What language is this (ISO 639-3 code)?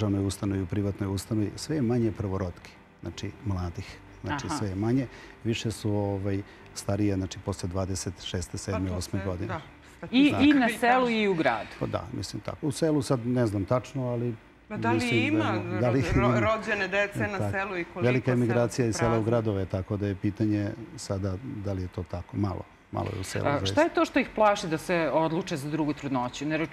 srp